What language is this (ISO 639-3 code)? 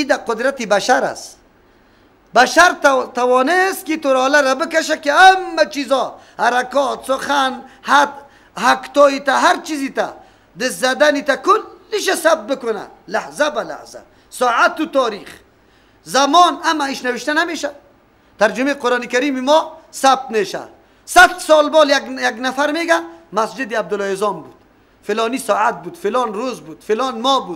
fas